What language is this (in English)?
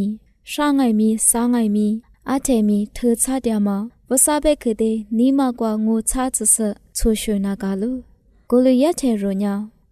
Lisu